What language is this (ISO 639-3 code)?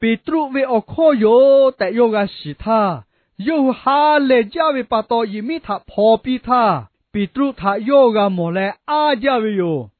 lhu